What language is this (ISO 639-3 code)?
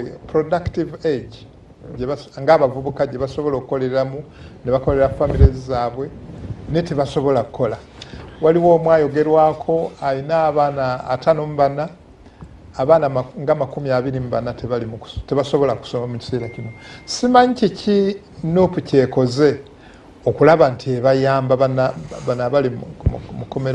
lug